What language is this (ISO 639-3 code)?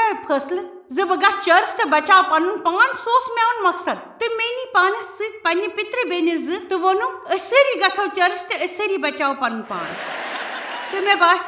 kas